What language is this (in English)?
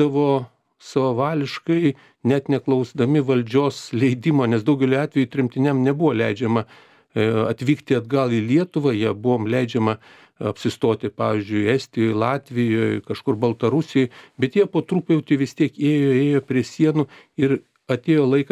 Lithuanian